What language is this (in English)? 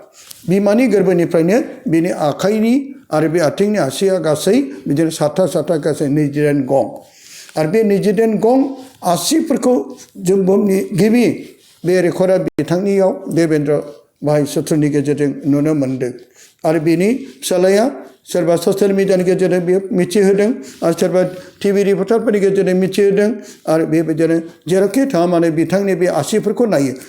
Bodo